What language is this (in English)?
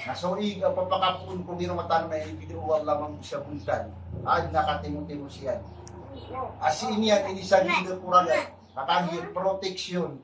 Maranao